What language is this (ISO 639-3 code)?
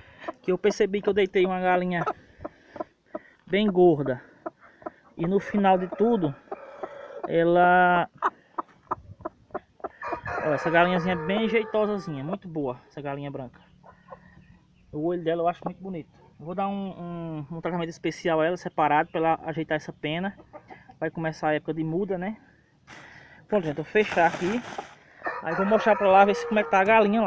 por